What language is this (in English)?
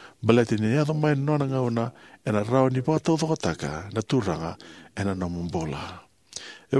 Fijian